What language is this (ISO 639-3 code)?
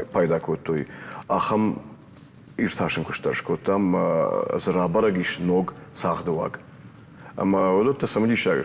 oss